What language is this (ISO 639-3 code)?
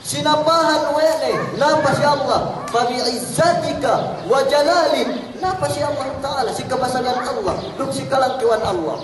yka